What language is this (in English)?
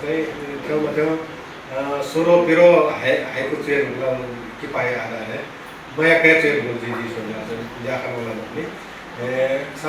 Newari